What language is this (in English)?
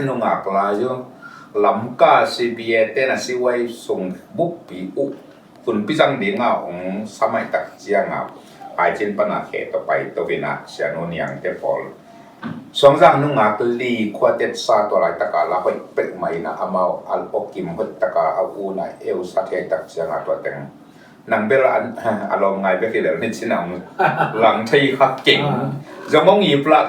Tedim Chin